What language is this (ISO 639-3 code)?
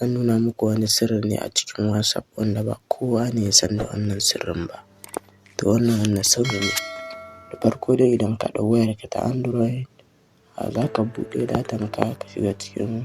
hau